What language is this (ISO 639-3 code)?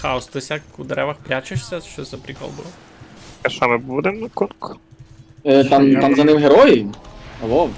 rue